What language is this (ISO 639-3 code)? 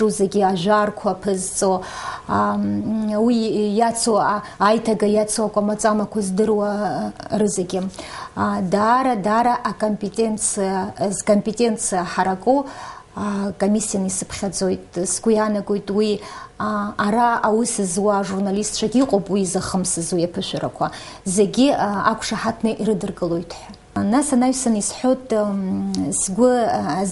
abk